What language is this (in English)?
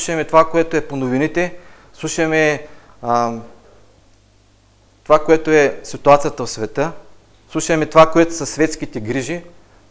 Bulgarian